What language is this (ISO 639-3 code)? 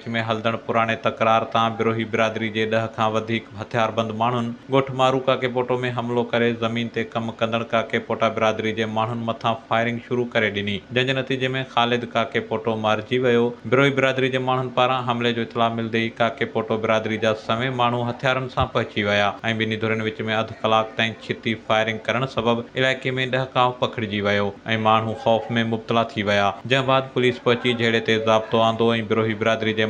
snd